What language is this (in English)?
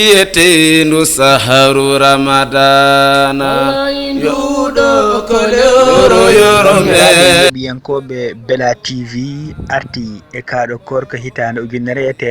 Fula